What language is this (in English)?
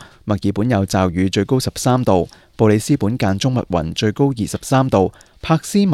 Cantonese